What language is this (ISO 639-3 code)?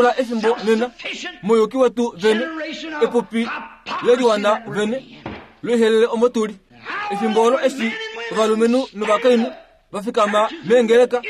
kua